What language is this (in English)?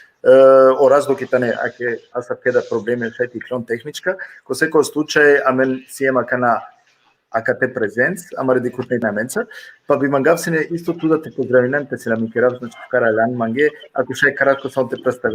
Balkan Romani